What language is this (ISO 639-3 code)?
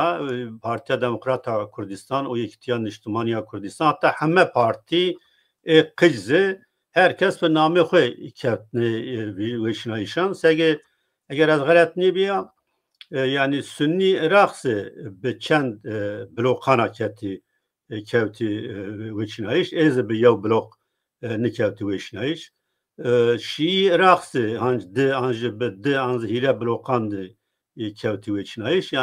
zza